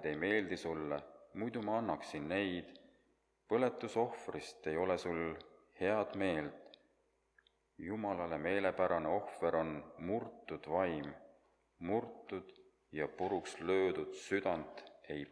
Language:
Estonian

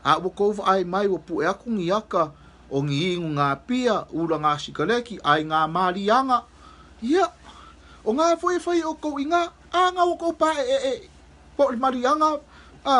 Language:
Samoan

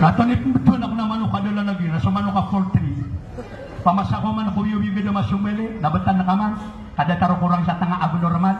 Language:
Maranao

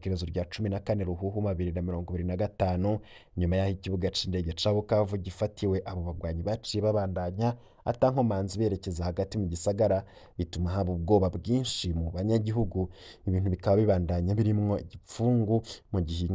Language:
Rundi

